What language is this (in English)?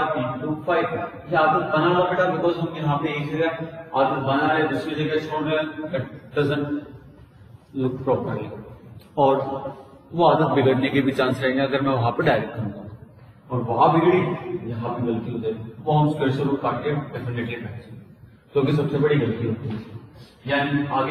Hindi